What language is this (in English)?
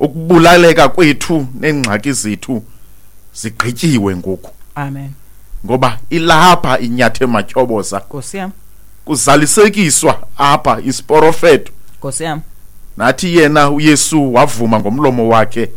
Xhosa